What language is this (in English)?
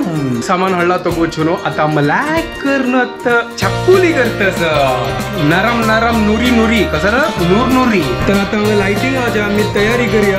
Konkani